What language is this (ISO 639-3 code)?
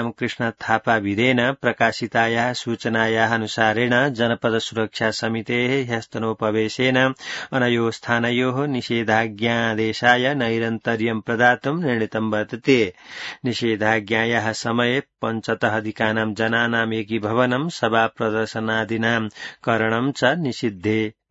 san